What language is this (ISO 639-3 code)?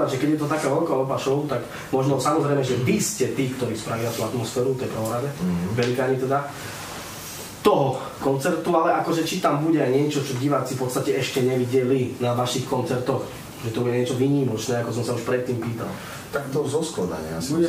slk